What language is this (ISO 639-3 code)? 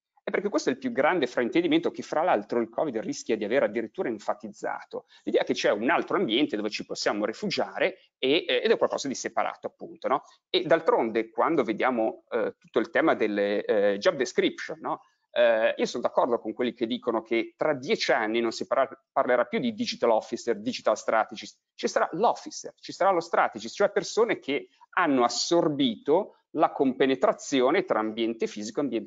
ita